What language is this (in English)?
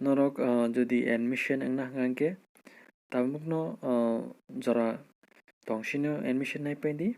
Kok Borok